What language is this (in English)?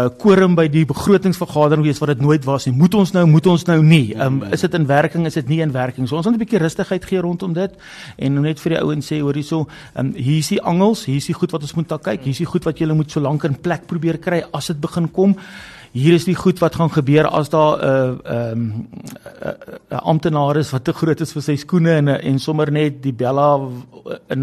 Afrikaans